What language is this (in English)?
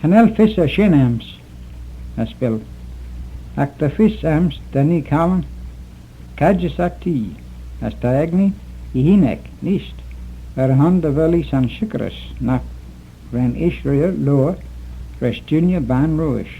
Manx